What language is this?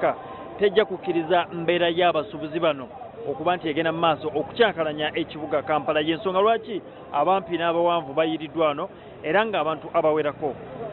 Ganda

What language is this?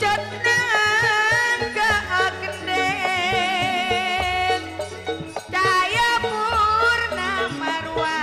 Madurese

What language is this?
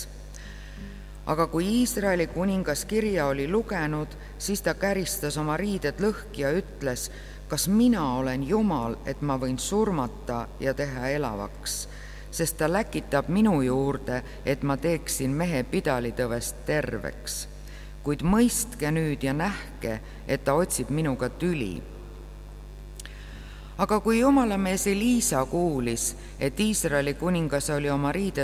Estonian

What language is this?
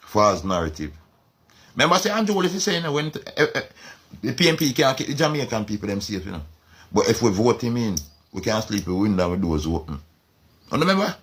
Jamaican Creole English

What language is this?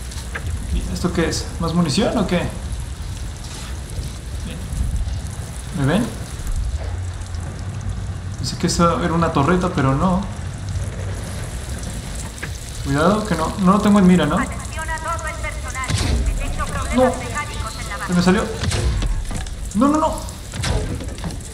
Spanish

